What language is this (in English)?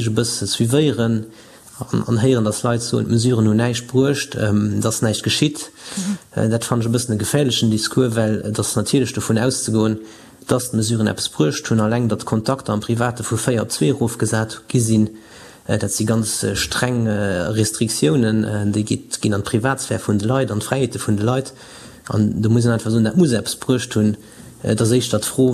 Luxembourgish